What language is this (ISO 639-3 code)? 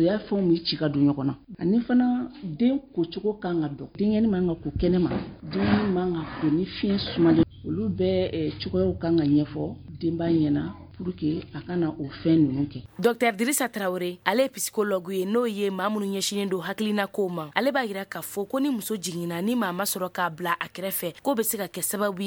bam